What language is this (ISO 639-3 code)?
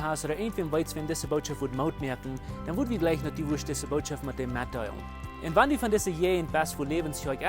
pdt